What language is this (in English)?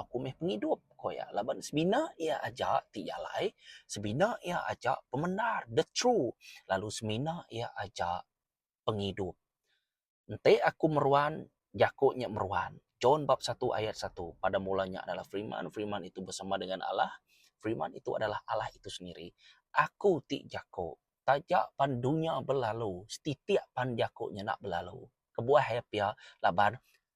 Iban